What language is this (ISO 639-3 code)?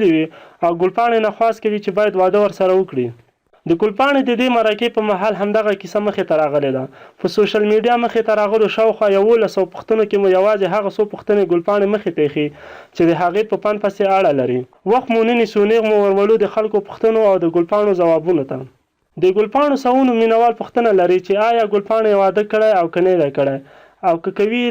pus